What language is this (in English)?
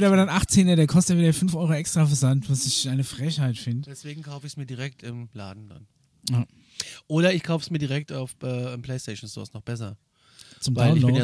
German